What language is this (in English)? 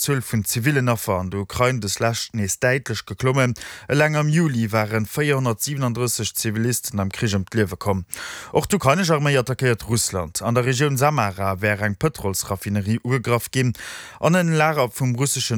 Luxembourgish